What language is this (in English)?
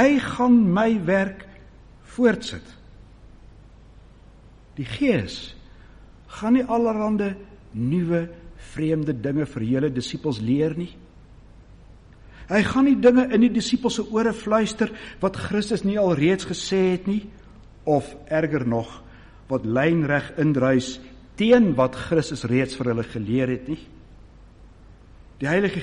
Afrikaans